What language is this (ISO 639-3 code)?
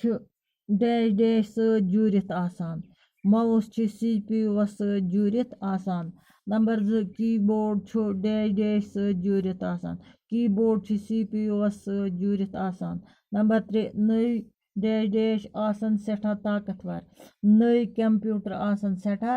kas